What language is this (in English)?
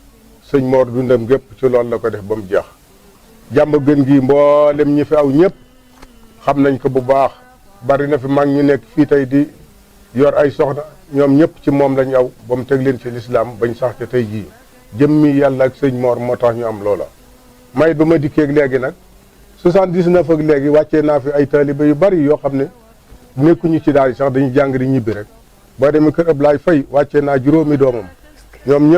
Wolof